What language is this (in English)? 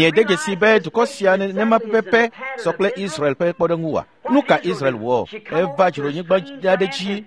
Ewe